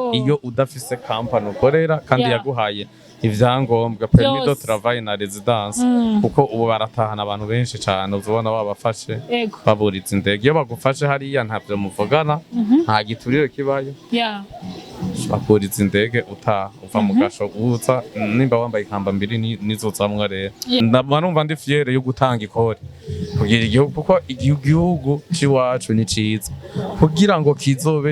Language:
Rundi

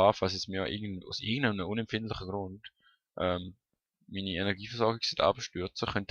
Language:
Swiss German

